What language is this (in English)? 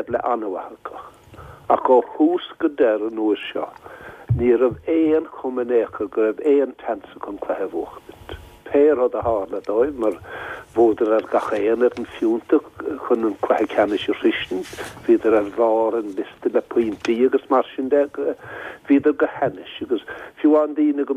Irish